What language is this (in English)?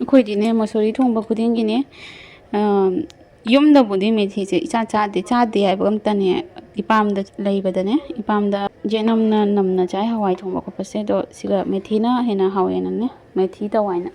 Manipuri